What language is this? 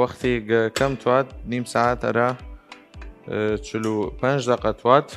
Southern Kurdish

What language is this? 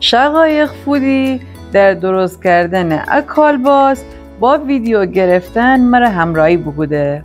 Gilaki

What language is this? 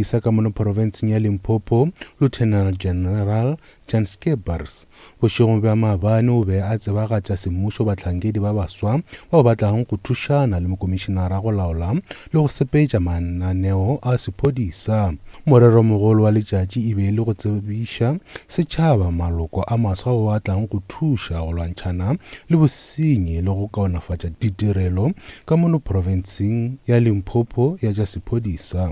Northern Sotho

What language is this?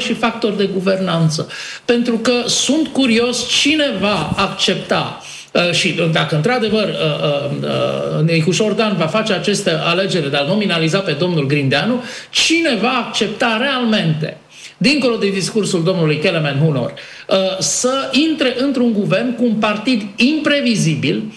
Romanian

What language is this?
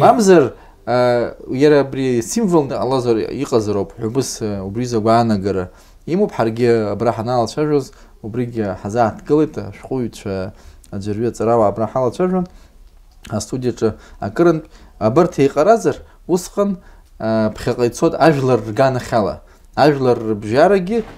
Abkhazian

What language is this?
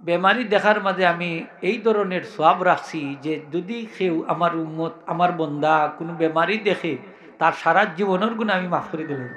Sylheti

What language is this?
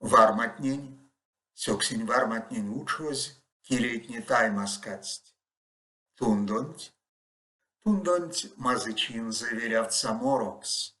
Erzya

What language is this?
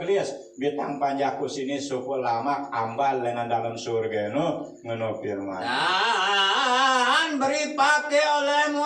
Sasak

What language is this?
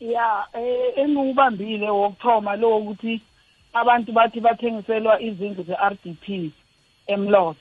South Ndebele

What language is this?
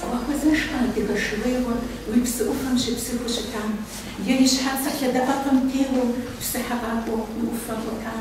Kabardian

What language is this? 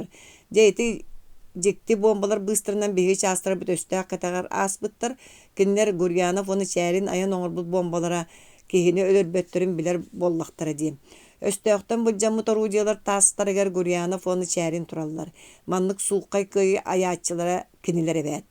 Yakut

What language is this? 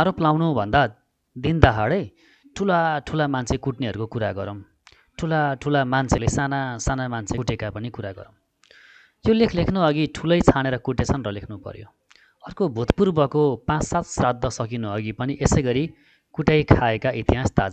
Nepali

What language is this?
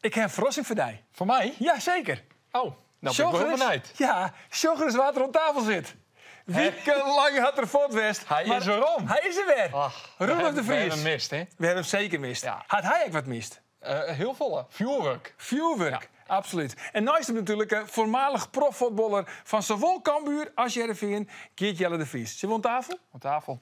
Western Frisian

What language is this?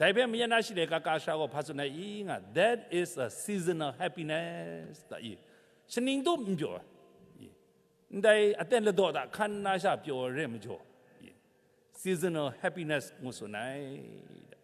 Kachin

